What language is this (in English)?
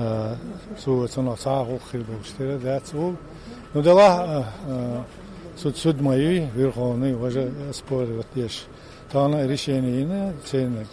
Chechen